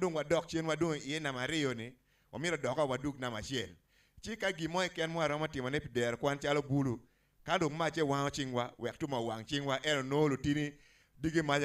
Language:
Acoli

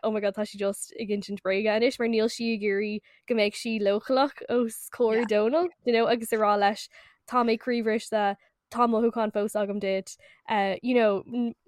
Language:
Irish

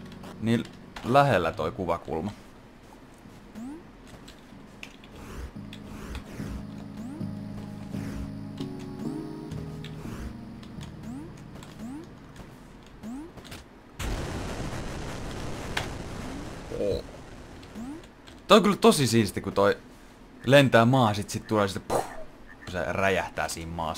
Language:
Finnish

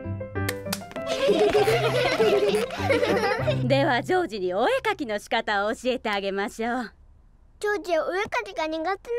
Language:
Japanese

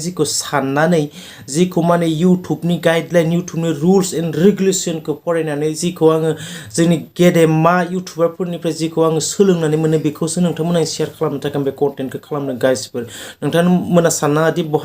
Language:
Bodo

